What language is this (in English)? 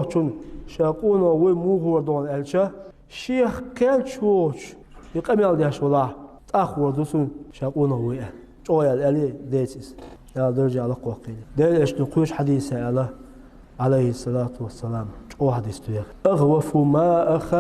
Chechen